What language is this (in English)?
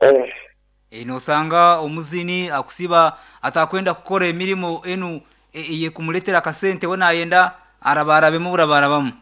Nyoro